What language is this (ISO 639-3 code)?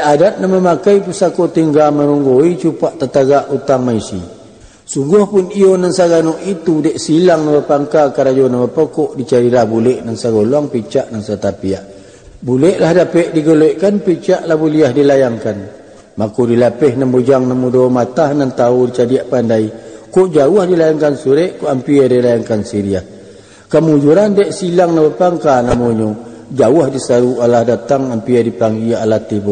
min